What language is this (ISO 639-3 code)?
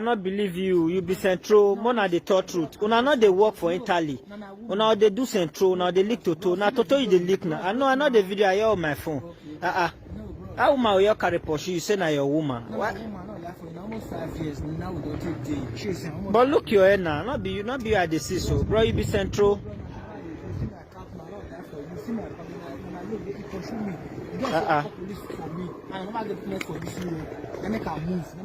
pcm